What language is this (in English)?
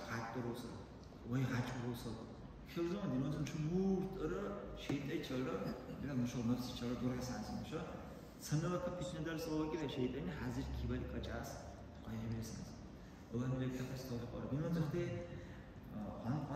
Dargwa